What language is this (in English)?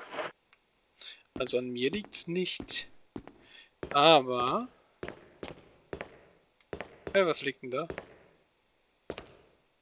German